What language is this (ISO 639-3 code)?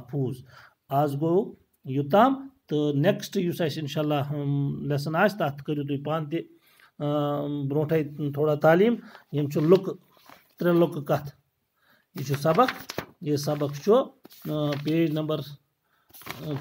kas